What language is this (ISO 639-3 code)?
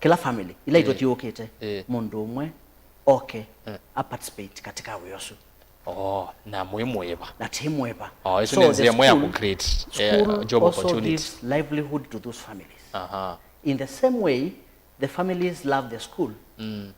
kam